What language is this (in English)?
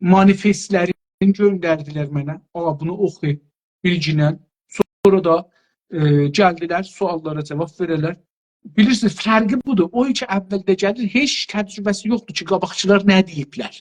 South Azerbaijani